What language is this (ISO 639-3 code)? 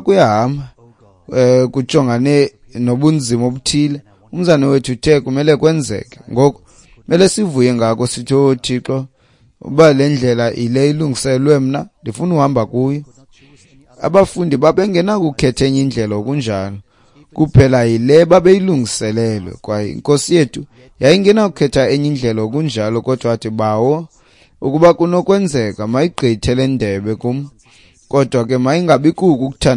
xho